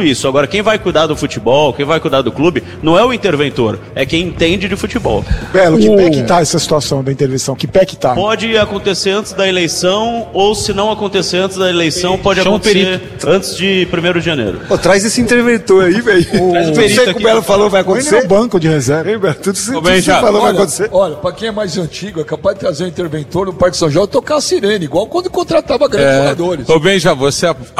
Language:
Portuguese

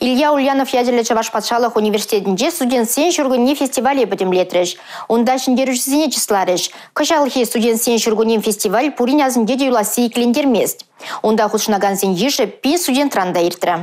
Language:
Chuvash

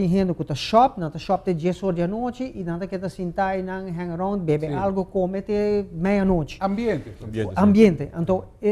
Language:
Papiamento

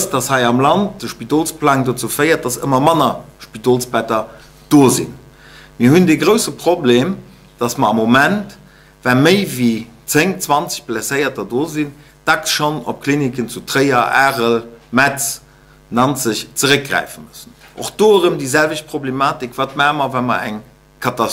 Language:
Luxembourgish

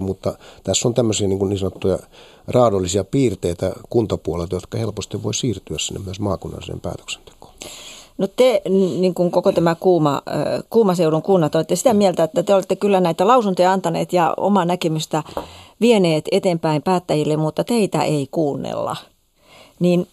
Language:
Finnish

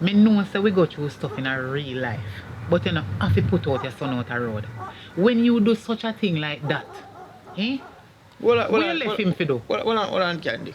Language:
Jamaican Creole English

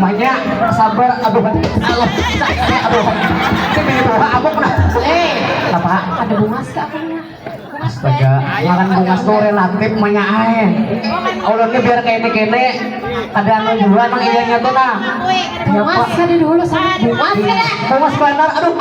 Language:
Banjar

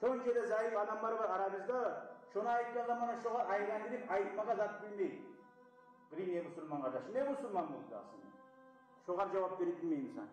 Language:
Kumyk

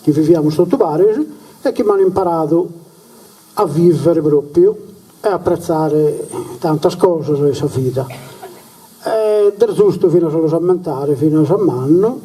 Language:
Sardinian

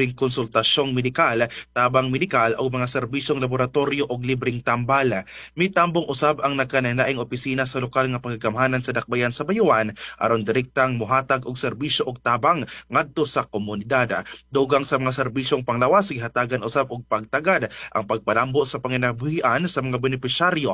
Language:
Cebuano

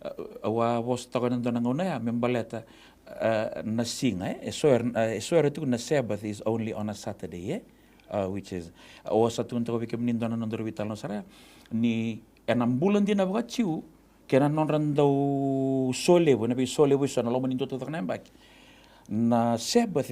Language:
Fijian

